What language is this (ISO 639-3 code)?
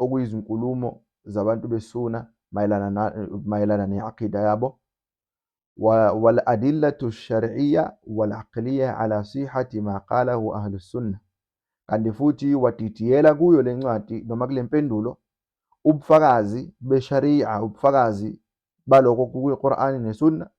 zul